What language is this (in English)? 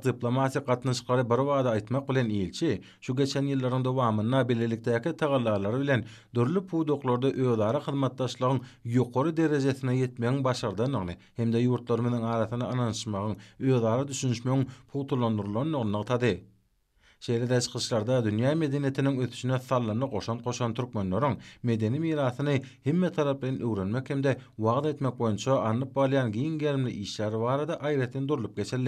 Turkmen